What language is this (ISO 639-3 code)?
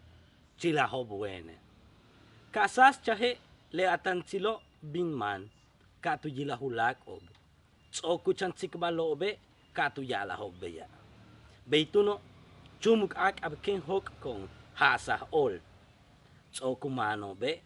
yua